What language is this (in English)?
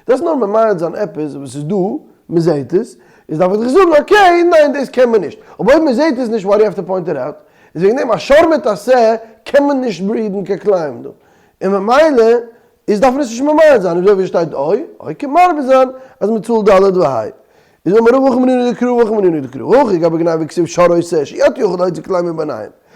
Yiddish